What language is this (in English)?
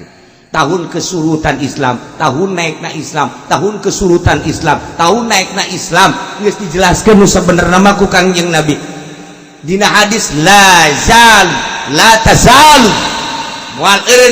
Sundanese